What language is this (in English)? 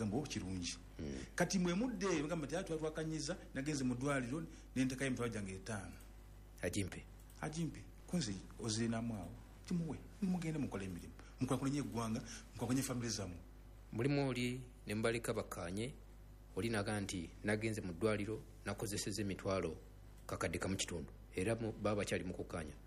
Ganda